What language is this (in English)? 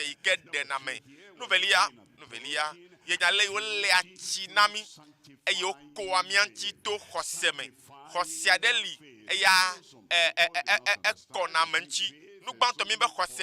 Ewe